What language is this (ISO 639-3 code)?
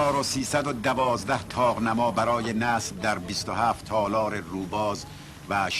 tgk